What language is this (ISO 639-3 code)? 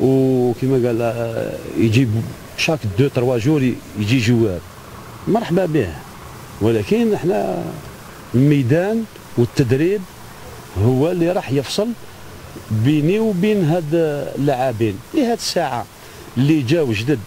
arq